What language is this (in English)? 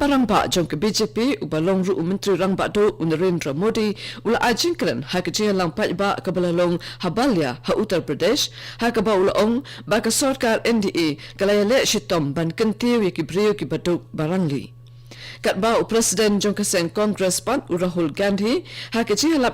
Khasi